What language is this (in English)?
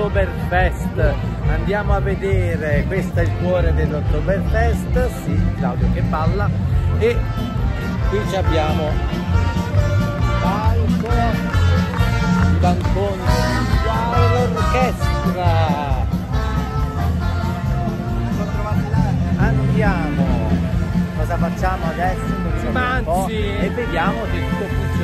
Italian